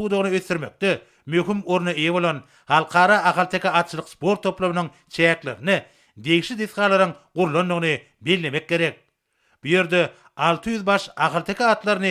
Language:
Turkmen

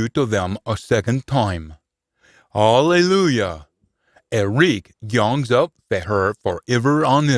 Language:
Scots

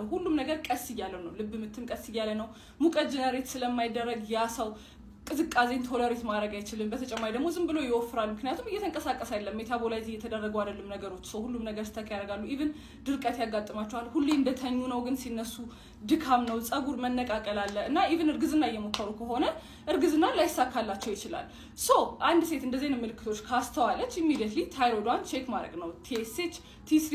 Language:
Amharic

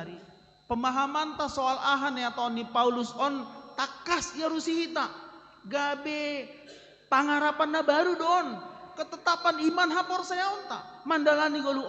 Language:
Batak Simalungun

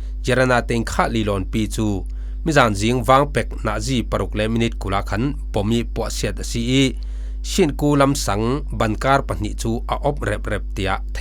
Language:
Falam Chin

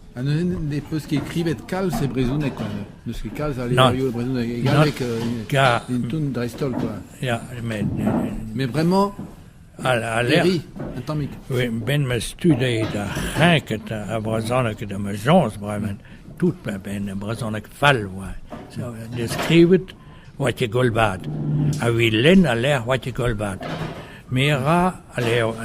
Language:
Breton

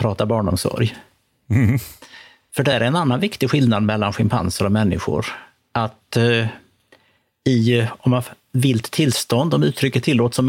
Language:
Swedish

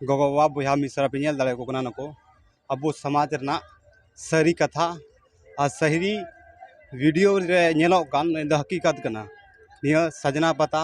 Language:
Santali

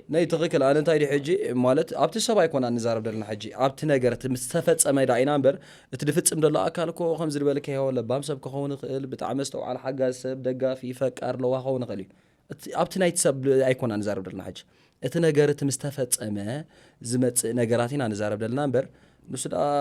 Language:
Tigrinya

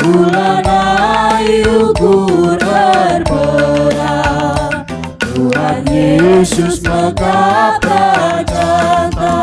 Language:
Batak Karo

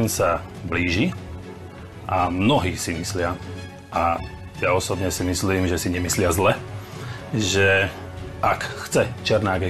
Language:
Slovak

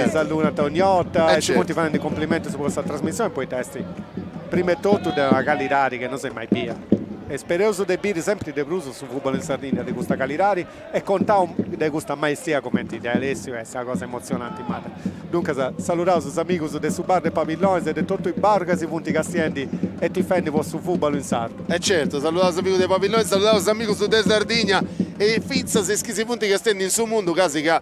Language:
Sardinian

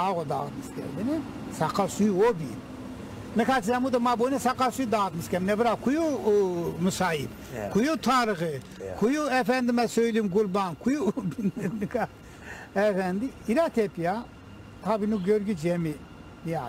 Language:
Zaza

